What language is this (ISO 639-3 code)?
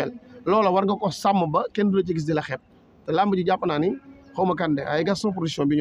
wol